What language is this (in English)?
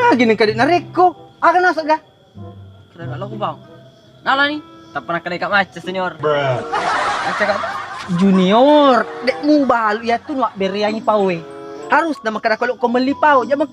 Buginese